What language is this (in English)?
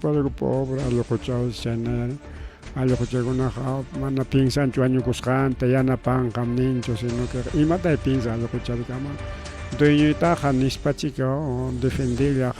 Ayacucho Quechua